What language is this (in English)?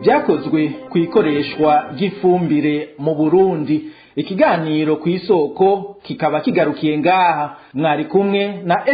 Rundi